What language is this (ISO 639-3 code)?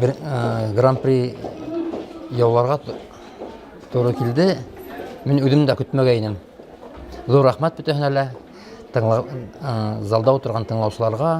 bak